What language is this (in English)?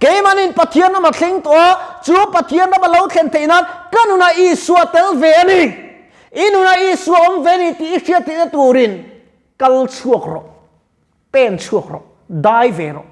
Mizo